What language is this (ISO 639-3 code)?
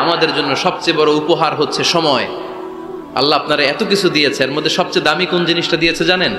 ben